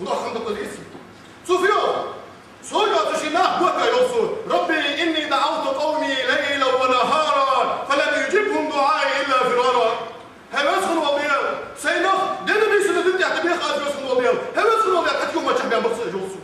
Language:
Ingush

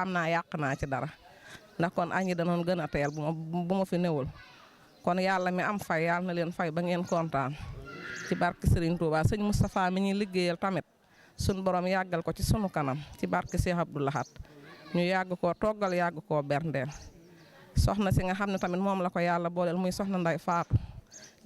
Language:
Wolof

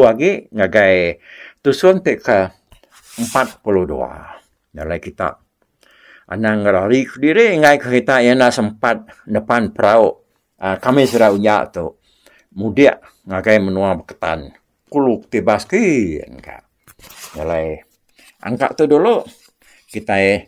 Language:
Iban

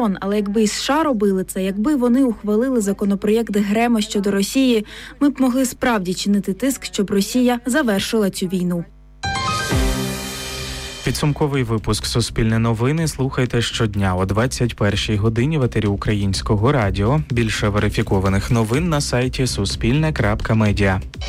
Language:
Ukrainian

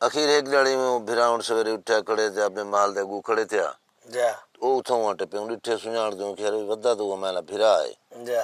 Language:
Saraiki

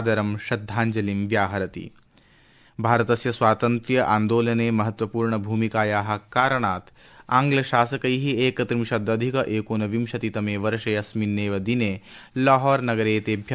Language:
Sanskrit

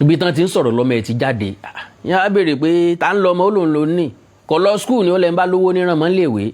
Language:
Yoruba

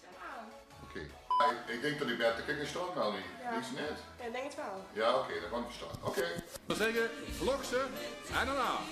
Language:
Limburgish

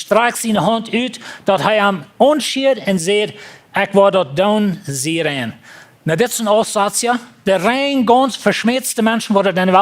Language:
Plautdietsch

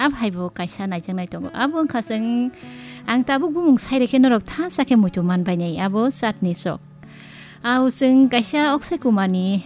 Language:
Kok Borok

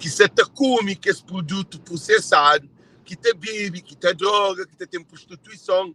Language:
Kabuverdianu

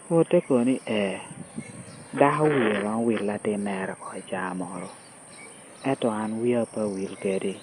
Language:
Lango (Uganda)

